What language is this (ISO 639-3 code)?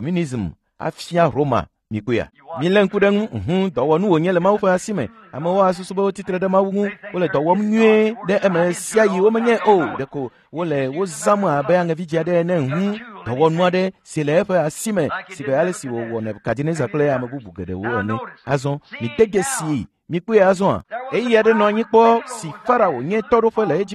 ewe